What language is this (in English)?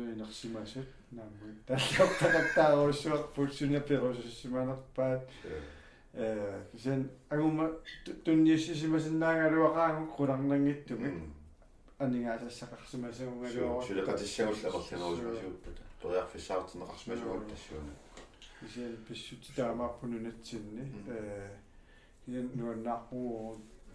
Kalaallisut